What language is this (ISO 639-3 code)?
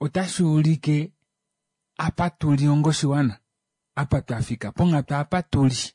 kua